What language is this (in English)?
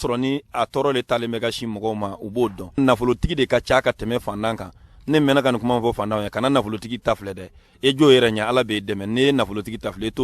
Bambara